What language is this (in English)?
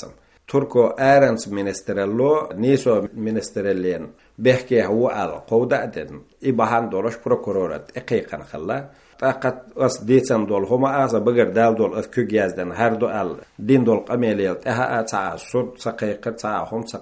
Chechen